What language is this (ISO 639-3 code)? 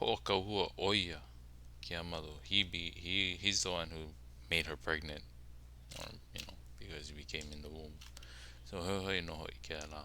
haw